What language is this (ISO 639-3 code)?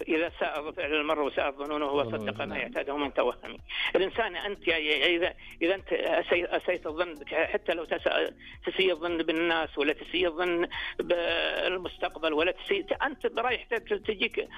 ars